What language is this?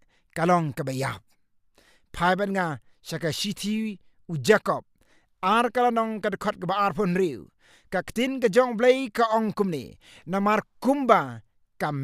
Khasi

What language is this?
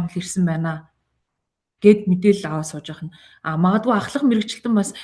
Mongolian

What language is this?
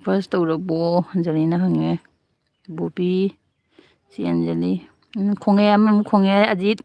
Manipuri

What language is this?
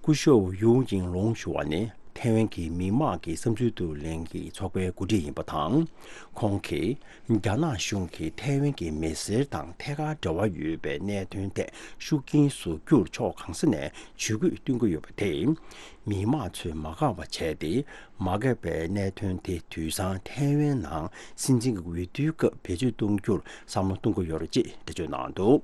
Tibetan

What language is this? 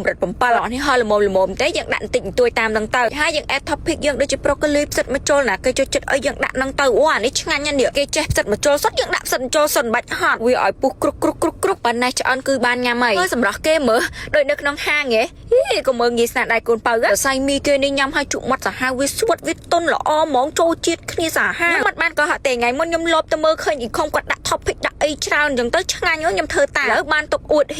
Khmer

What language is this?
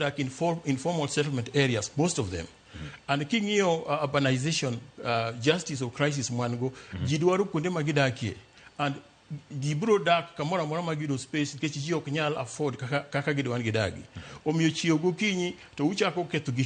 Luo (Kenya and Tanzania)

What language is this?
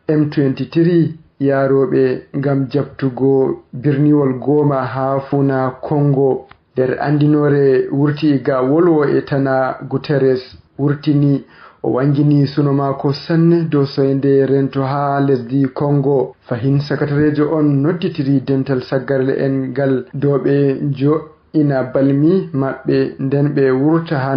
Fula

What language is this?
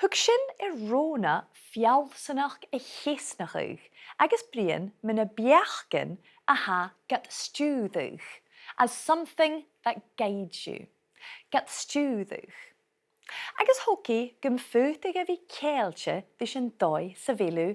Scottish Gaelic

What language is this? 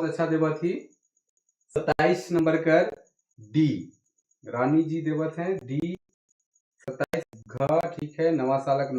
Sadri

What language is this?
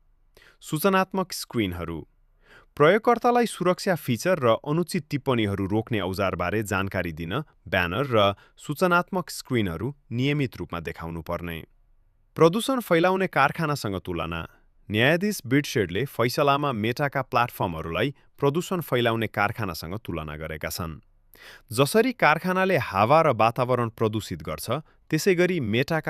Nepali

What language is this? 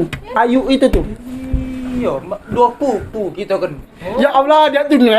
Musi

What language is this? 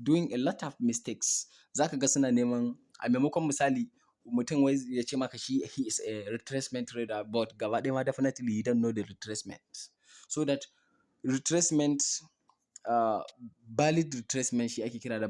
Hausa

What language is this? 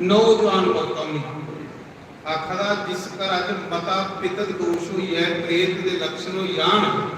Dogri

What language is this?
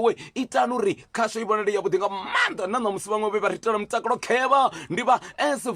Venda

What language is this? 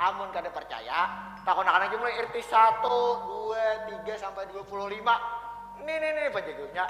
Banjar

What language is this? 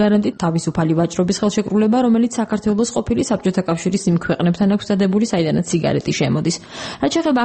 Georgian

